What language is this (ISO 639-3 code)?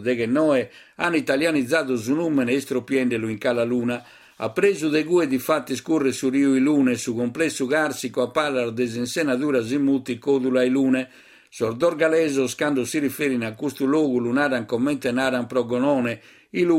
srd